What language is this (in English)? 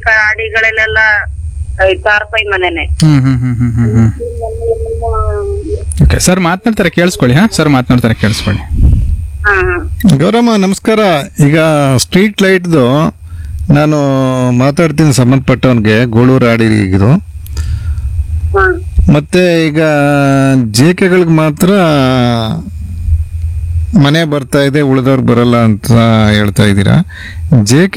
Kannada